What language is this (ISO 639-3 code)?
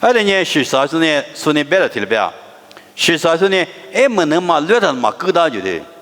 lis